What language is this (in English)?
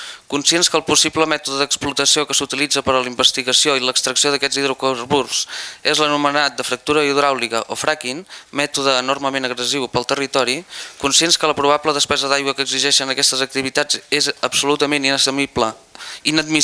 Catalan